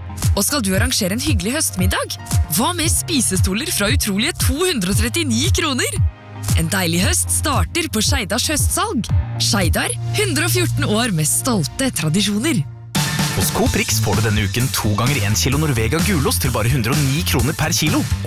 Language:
Norwegian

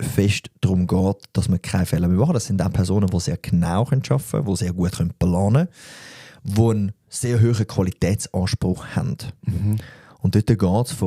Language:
Swiss German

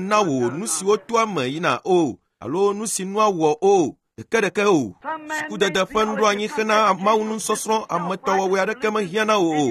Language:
Ewe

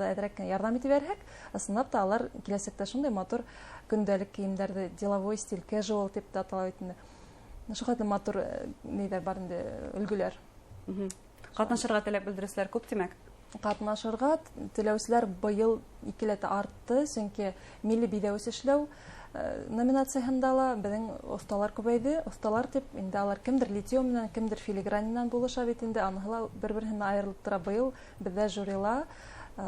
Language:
Bashkir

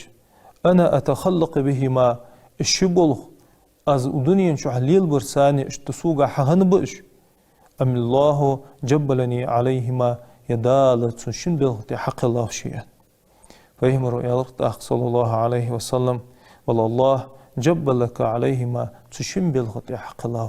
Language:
Ingush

